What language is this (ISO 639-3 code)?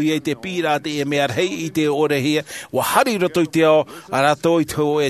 tah